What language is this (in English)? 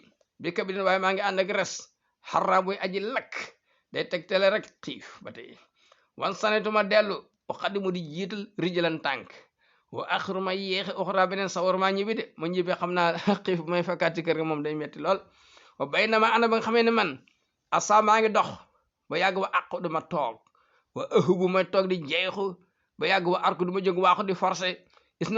Wolof